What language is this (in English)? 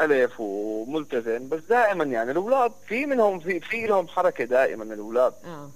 North Levantine Arabic